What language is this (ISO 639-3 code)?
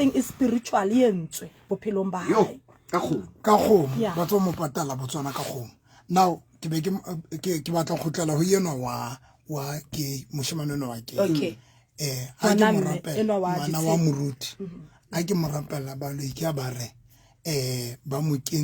sot